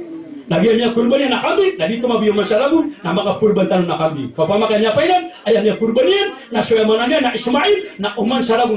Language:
Maranao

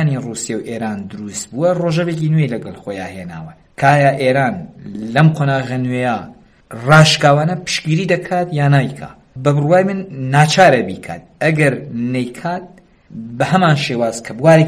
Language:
Central Kurdish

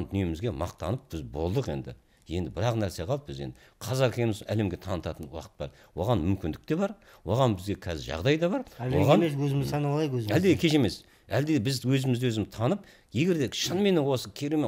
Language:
Kazakh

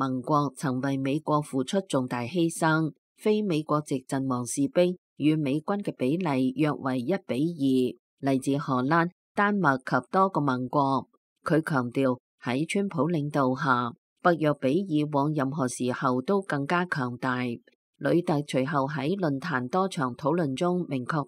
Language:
Cantonese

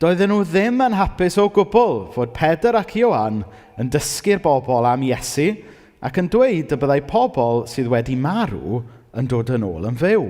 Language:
Welsh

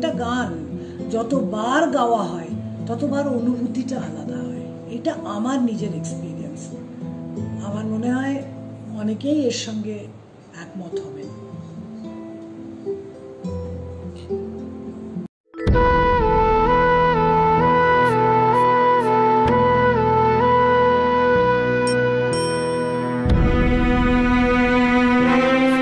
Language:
Bangla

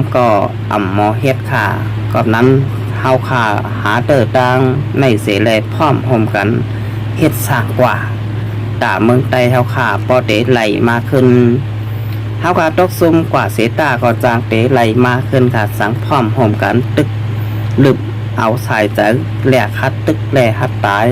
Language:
Shan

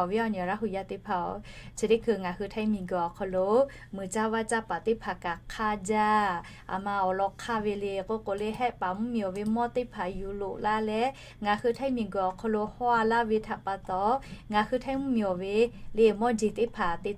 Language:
Lahu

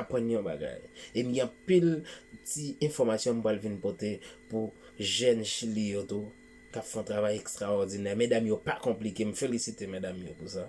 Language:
Haitian Creole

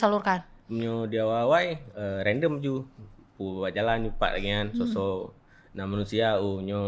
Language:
Achinese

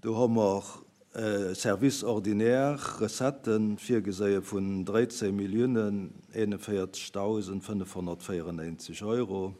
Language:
Luxembourgish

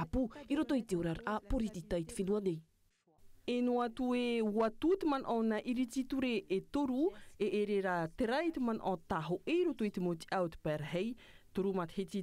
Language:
Tahitian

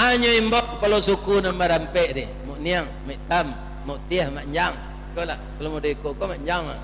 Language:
Minangkabau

